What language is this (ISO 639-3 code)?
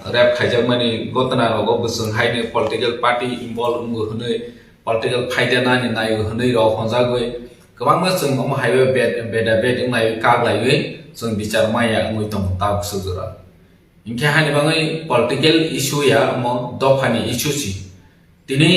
trp